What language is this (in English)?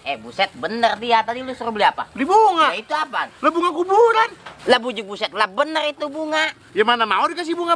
Betawi